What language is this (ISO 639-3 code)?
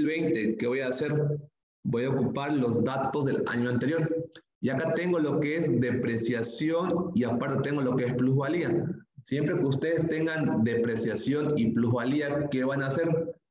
spa